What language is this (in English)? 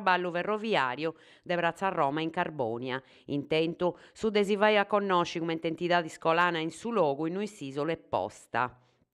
Sardinian